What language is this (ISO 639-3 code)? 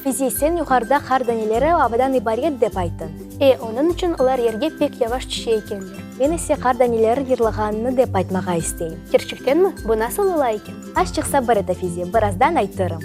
crh